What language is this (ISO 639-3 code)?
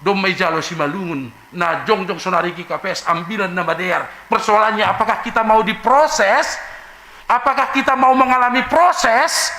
bts